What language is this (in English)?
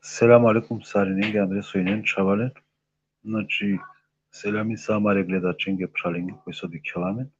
Balkan Romani